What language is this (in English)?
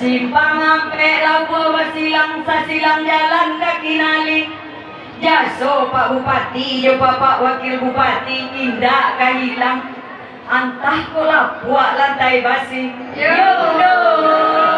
Minangkabau